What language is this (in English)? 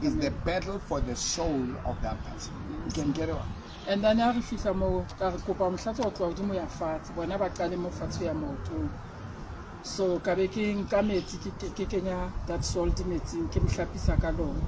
Southern Sotho